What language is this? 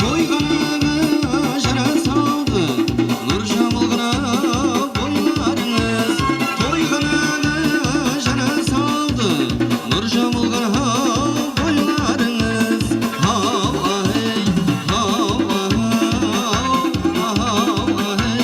Kara-Kalpak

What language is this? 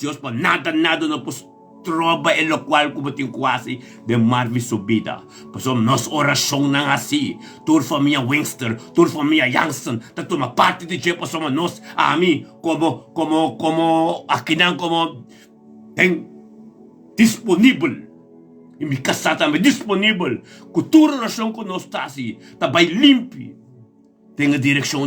Papiamento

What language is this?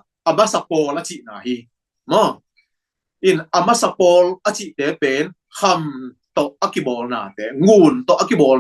Tedim Chin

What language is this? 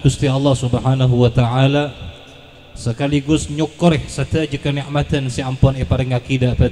Madurese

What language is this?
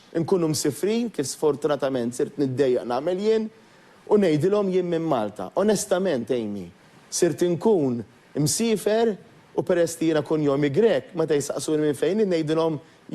Maltese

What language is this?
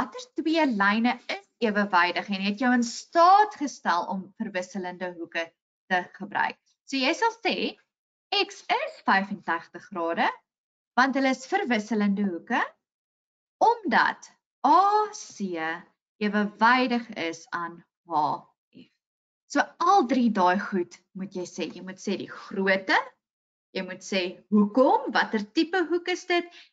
Afrikaans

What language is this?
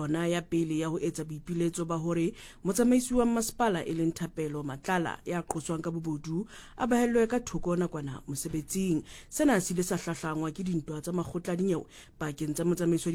Southern Sotho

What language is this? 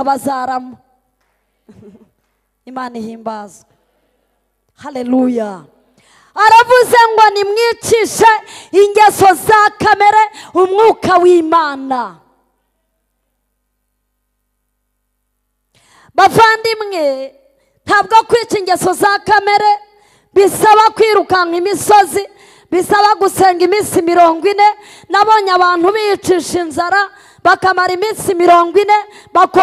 Kinyarwanda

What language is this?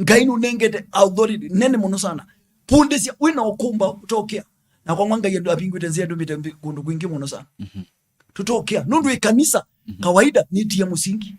Kamba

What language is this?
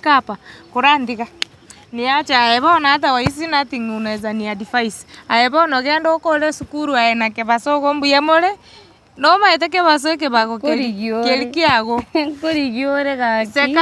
Gusii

